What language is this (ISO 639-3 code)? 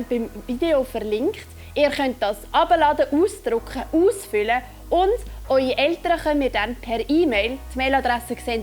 gsw